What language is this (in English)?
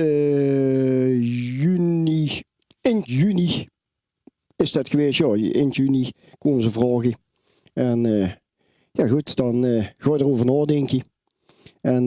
Limburgish